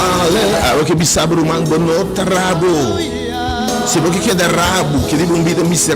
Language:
Papiamento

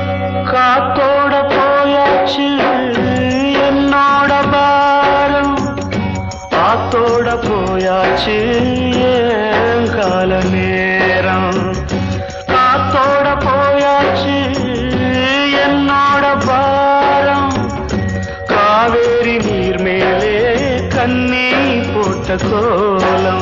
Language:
Tamil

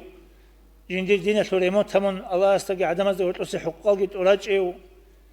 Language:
Avaric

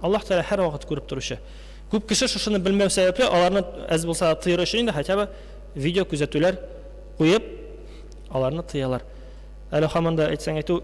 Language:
Tatar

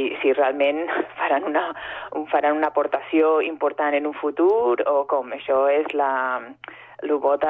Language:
Catalan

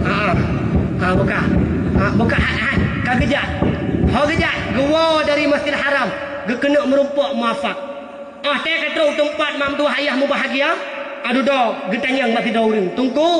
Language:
Achinese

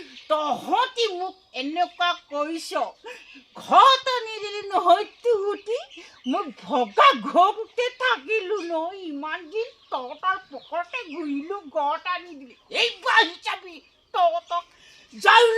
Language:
Assamese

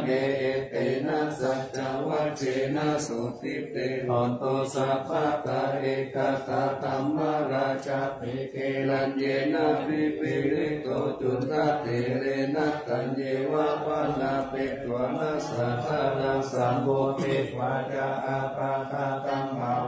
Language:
Pali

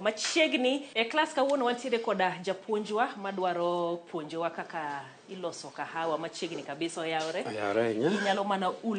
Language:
Luo (Kenya and Tanzania)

